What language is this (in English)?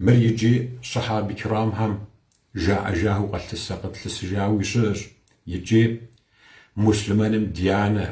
Kabardian